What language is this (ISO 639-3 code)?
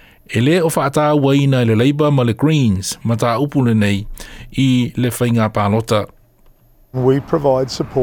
smo